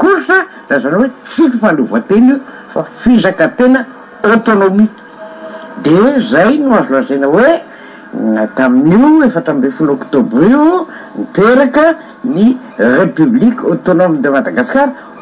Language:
Malagasy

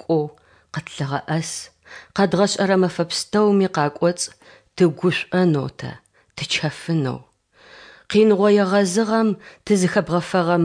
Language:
Adyghe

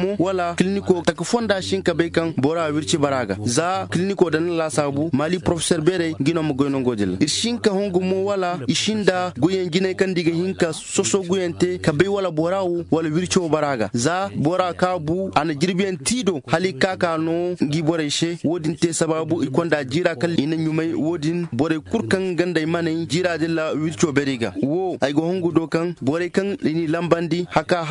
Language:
Zarma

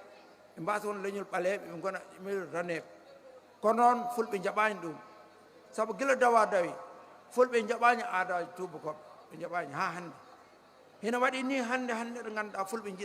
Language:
Fula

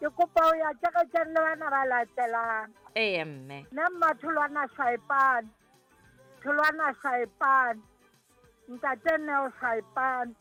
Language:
Southern Sotho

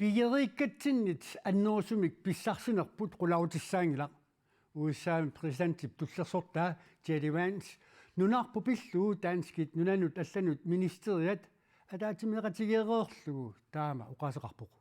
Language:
Kalaallisut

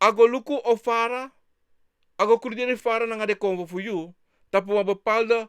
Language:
Sranan Tongo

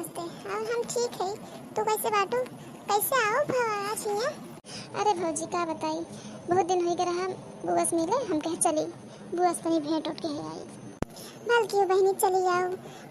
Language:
Awadhi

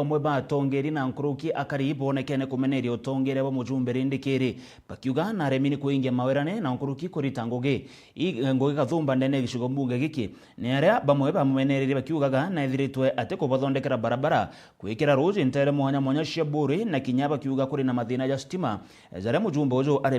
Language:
Meru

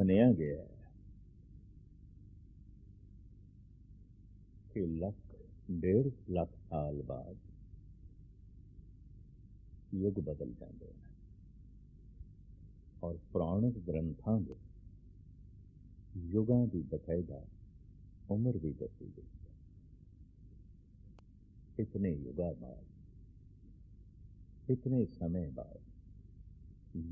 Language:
Punjabi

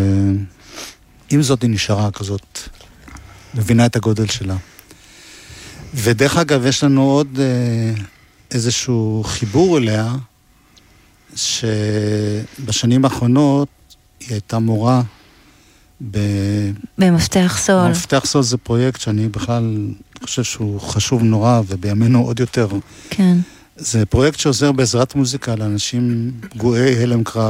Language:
Hebrew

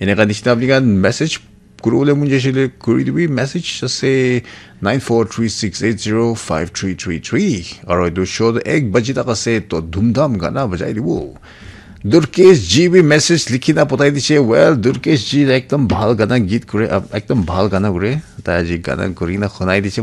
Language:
Naga Pidgin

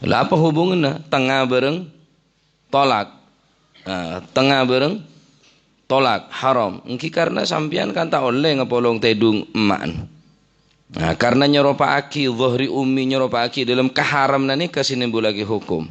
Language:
Madurese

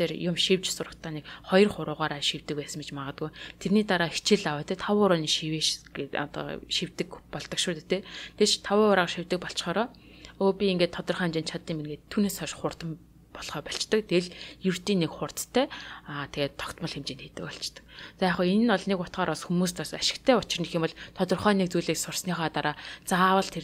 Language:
Mongolian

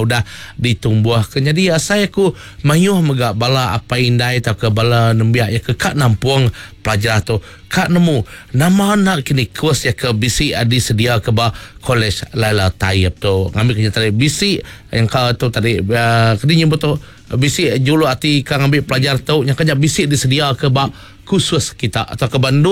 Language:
Iban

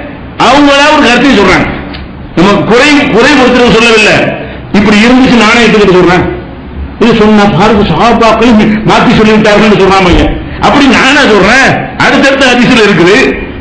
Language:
Tamil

